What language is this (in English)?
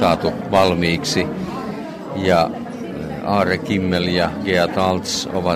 Estonian